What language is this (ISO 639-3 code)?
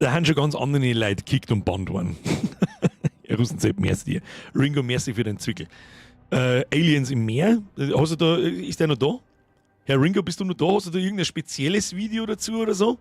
bar